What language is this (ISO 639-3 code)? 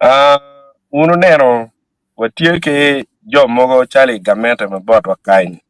ach